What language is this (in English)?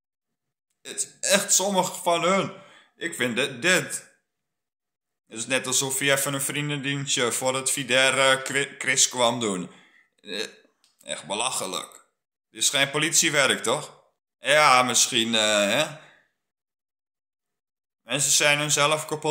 Dutch